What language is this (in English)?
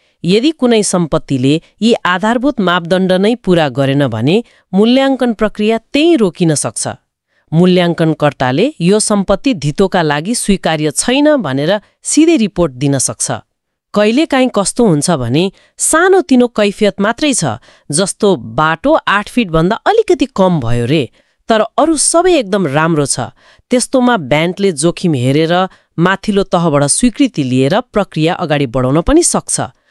Nepali